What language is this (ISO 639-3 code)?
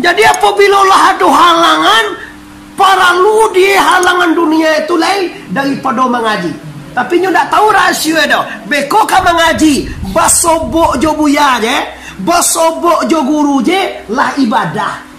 min